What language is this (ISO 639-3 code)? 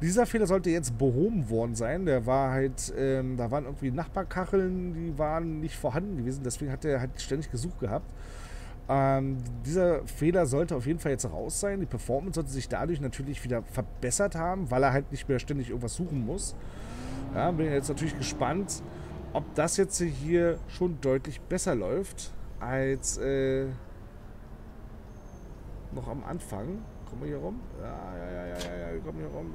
deu